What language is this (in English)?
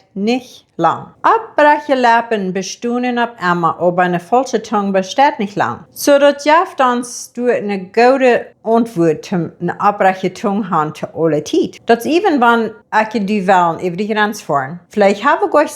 Plautdietsch